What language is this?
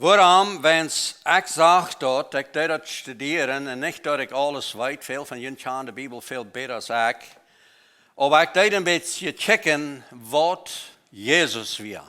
Plautdietsch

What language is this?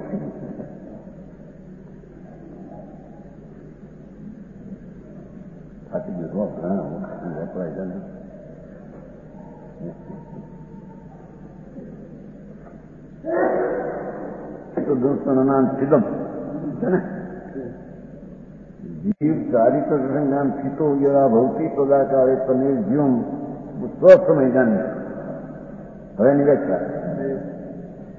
Gujarati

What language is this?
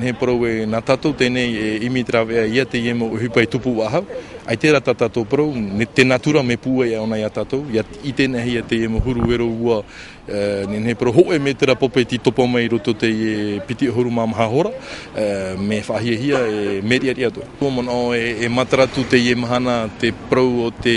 Tahitian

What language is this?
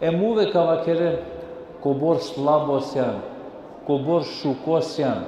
Balkan Romani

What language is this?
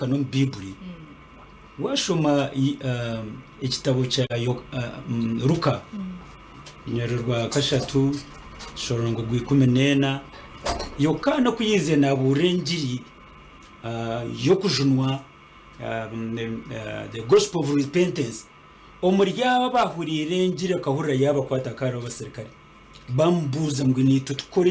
Nyankole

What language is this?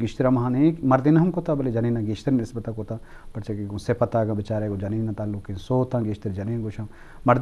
Eastern Balochi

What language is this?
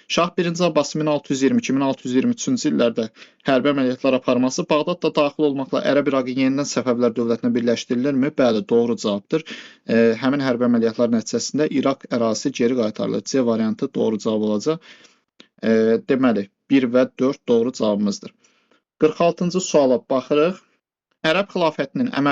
Azerbaijani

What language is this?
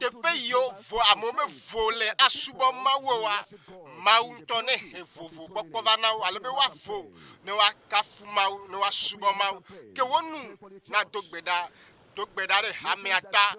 Ewe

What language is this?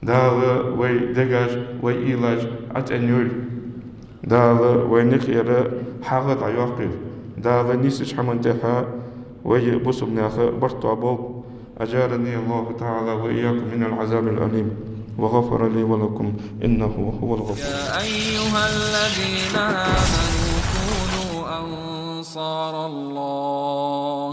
Ingush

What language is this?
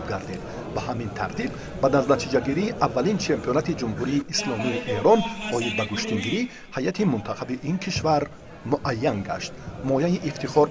Tajik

